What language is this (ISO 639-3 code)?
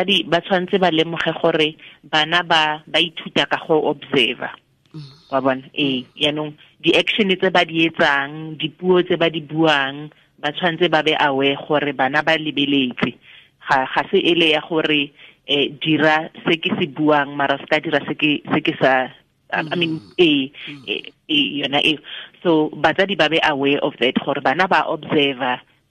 tsn